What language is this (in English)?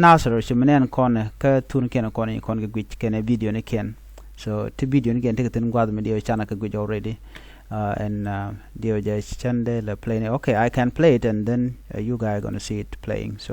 Nuer